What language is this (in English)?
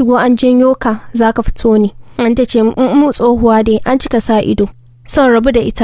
Hausa